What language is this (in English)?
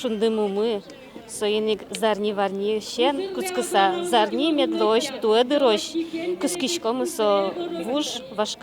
Udmurt